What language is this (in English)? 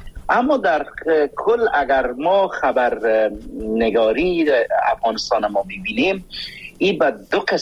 Persian